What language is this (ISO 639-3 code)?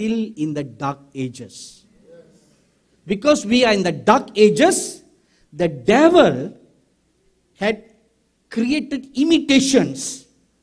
eng